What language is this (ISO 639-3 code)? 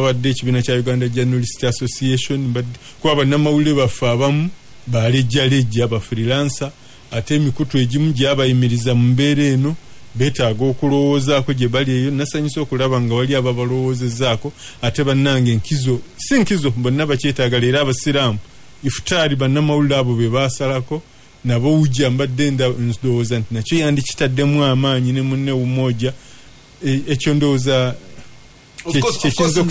lug